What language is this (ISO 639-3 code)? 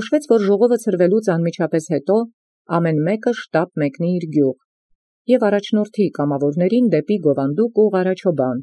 hye